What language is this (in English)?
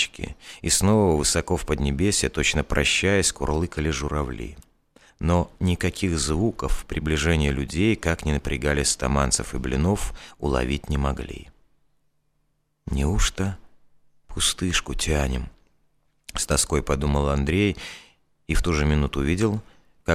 Russian